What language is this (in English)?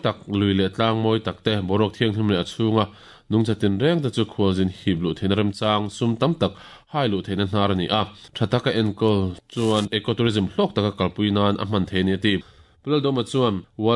Mizo